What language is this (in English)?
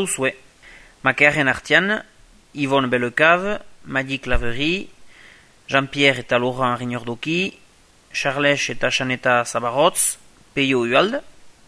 Basque